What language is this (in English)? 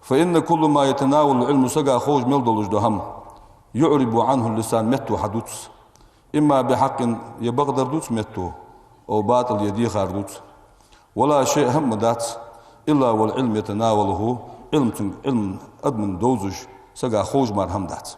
Ingush